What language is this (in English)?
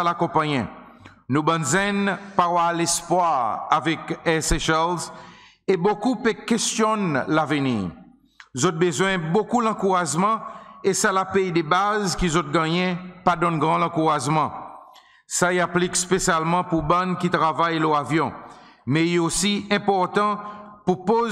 Seselwa Creole French